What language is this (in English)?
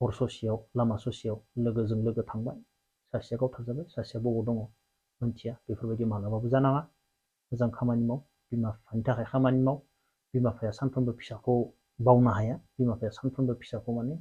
Bodo